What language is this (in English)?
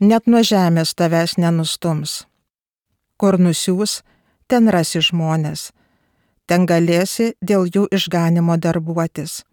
Lithuanian